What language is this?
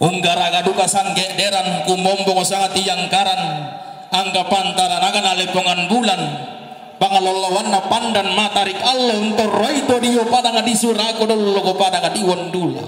Toraja-Sa'dan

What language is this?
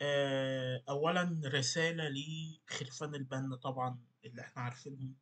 Egyptian Arabic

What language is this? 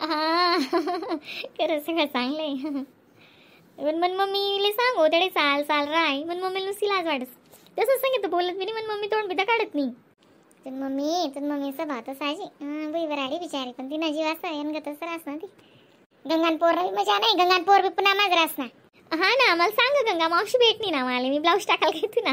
Khandesi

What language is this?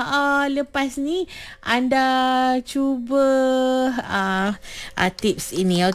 Malay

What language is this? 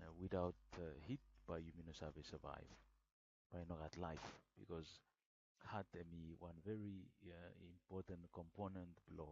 Bislama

